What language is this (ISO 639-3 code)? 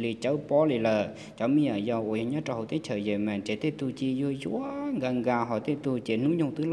hmn